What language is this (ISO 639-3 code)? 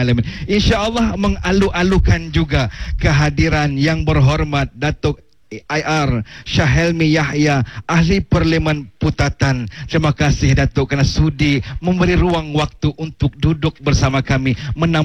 msa